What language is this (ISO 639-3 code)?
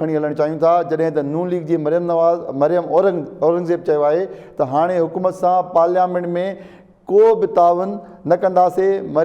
snd